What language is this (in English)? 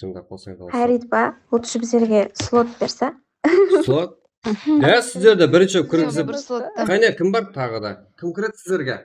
Kara-Kalpak